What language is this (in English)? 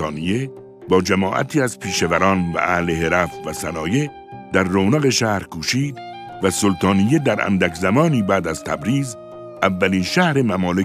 Persian